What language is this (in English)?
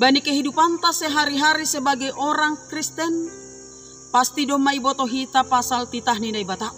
Batak Simalungun